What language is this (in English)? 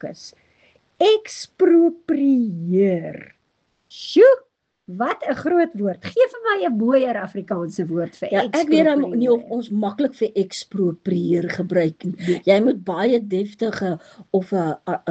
Afrikaans